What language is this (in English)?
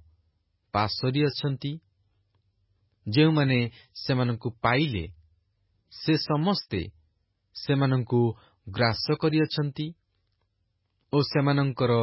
Odia